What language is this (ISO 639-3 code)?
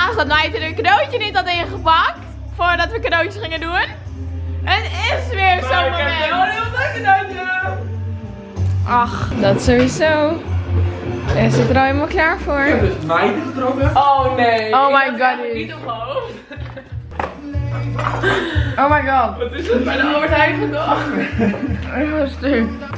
nld